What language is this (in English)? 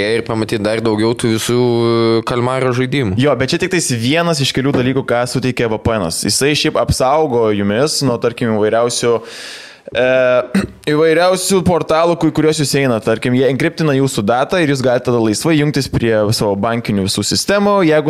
Lithuanian